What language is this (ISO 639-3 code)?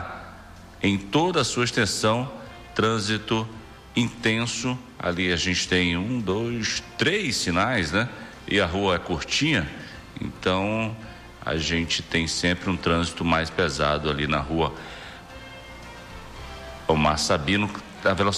por